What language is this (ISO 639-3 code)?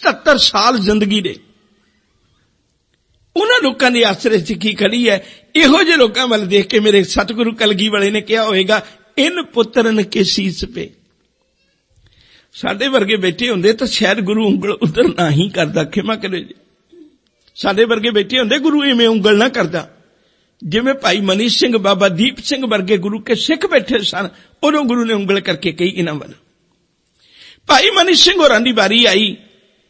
pan